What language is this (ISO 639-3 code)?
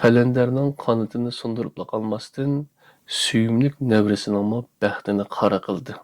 uig